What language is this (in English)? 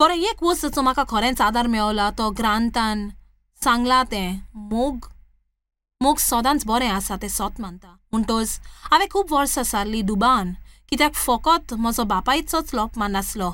Konkani